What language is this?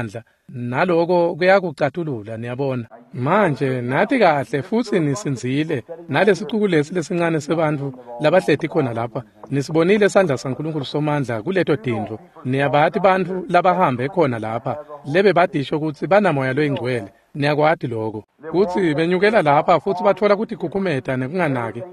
Swati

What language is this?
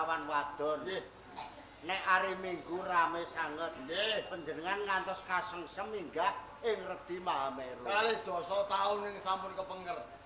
Javanese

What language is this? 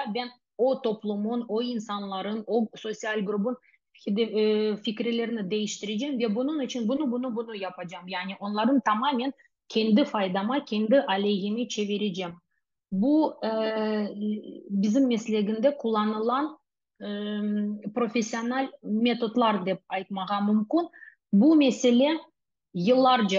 Crimean Tatar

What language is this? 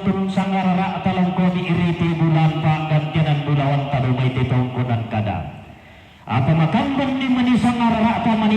Toraja-Sa'dan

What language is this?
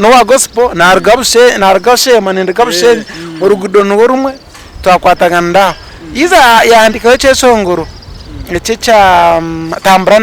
Nyankole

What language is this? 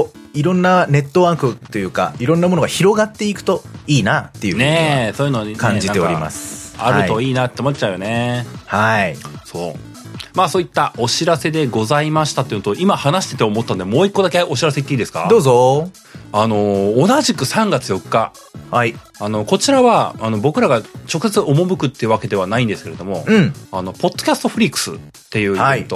Japanese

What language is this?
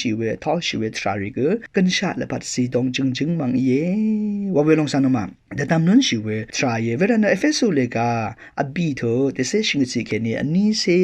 Rawang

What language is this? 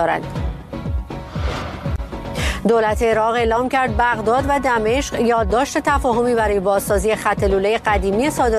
Persian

